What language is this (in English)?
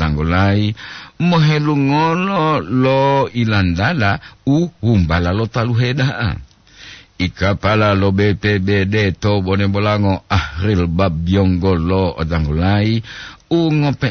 Gorontalo